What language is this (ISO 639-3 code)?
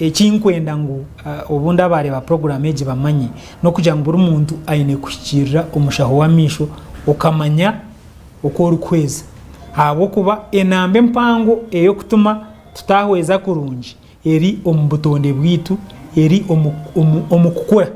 nyn